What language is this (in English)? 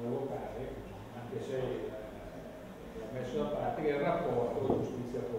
Italian